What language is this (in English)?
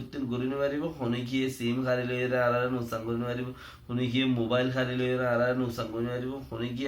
Rohingya